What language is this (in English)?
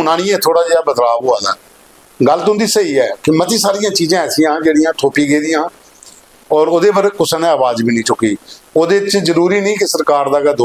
Dogri